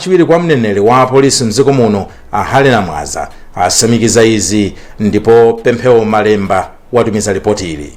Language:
Nyanja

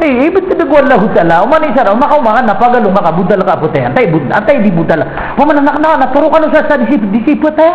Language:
Maranao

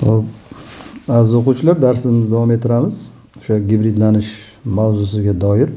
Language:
Uzbek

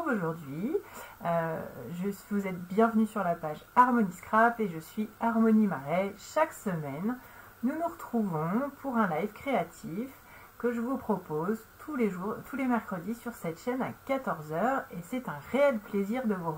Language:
French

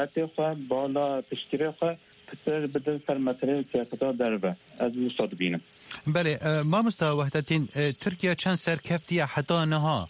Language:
Kurdish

